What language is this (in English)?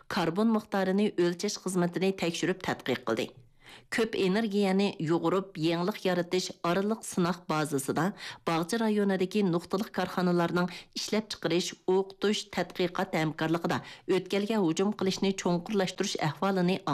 Uyghur